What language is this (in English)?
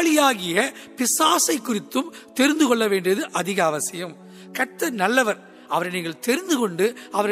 Tamil